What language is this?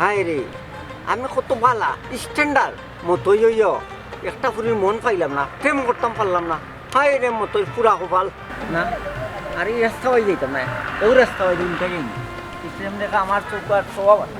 Sylheti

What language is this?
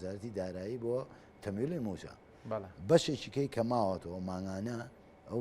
Central Kurdish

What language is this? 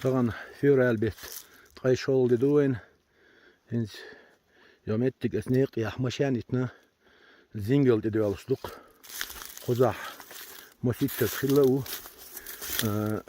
Chechen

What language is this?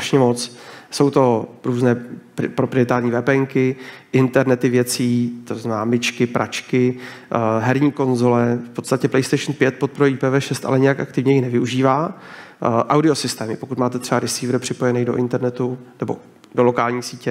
Czech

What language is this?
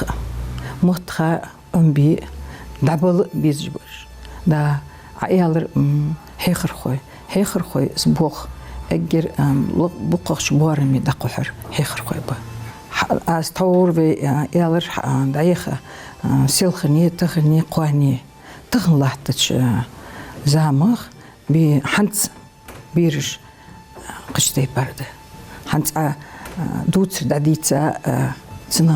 Ingush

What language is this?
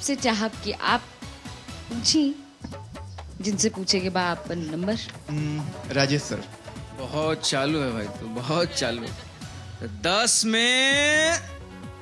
Bhojpuri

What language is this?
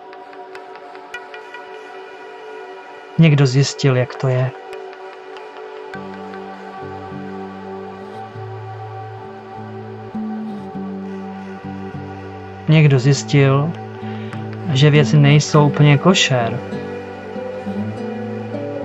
Czech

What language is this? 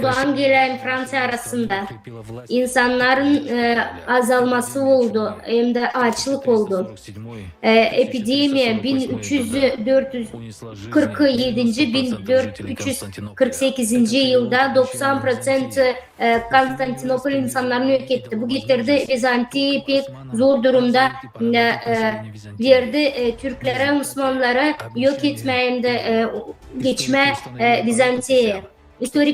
Gagauz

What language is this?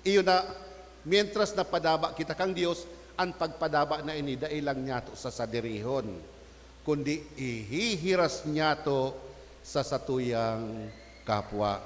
Bikol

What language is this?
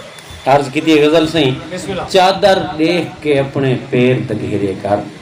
Saraiki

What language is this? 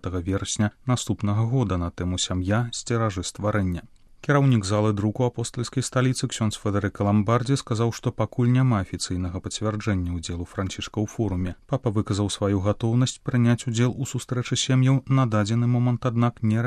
Belarusian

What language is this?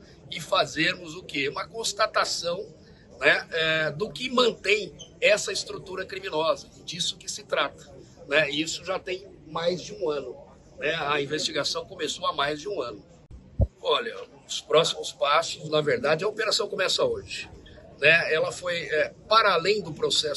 Portuguese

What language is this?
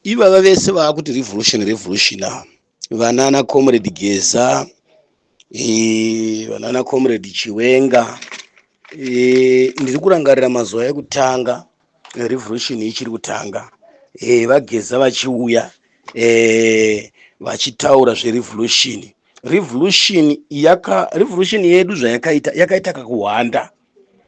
Shona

